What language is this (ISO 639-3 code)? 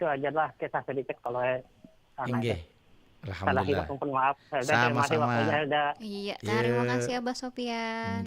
bjn